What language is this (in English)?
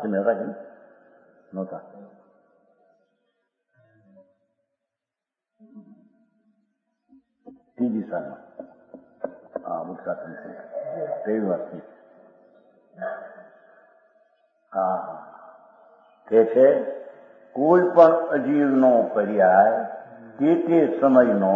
Gujarati